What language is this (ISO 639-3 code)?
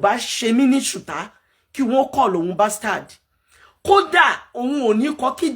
yor